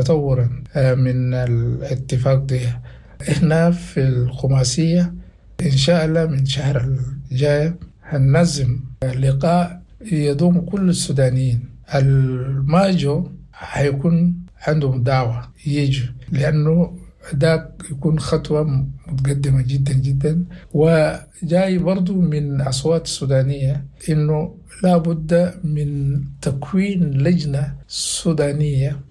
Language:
Sudanese Arabic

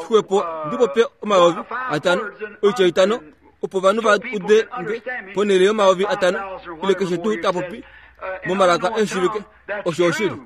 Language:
Kuanyama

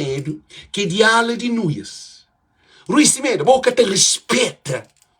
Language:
Kabuverdianu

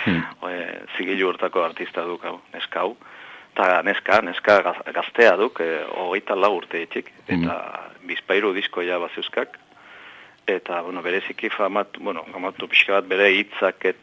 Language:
Basque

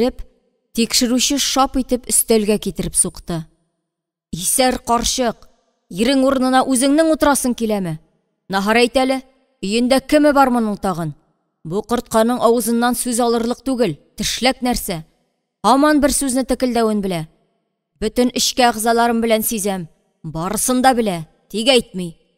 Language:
Tatar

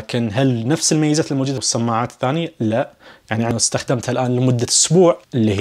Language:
Najdi Arabic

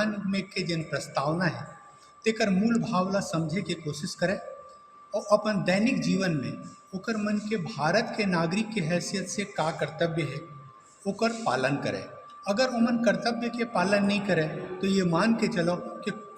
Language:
Chhattisgarhi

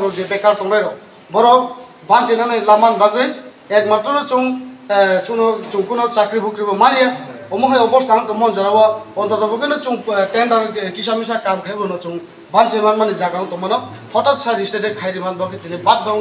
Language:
Kok Borok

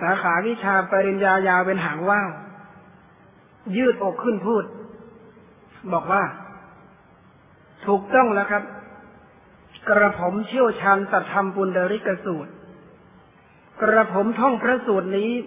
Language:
Thai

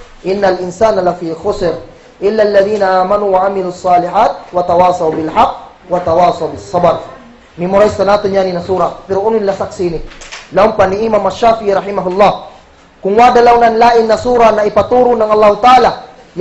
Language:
Kagan Kalagan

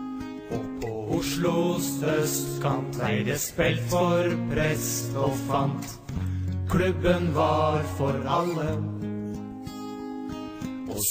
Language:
Norwegian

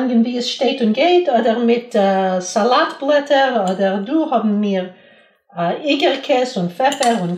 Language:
Yiddish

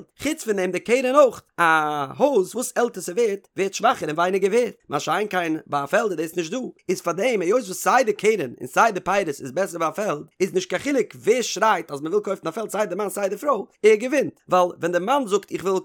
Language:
Yiddish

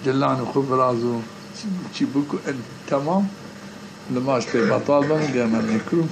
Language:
Zaza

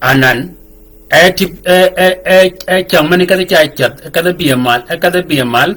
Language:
Shilluk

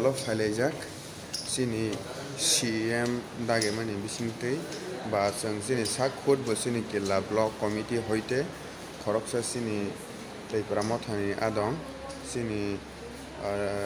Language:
Kok Borok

